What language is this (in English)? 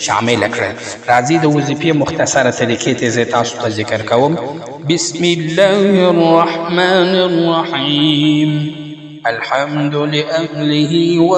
Pashto